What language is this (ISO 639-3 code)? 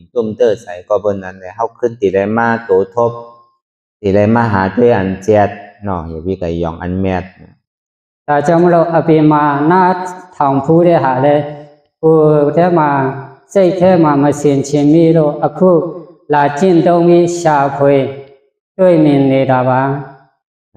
shn